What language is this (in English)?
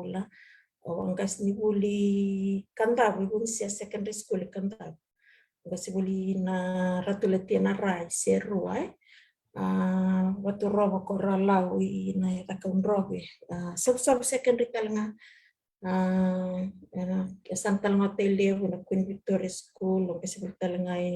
Fijian